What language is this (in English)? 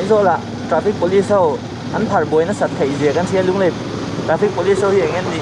Mizo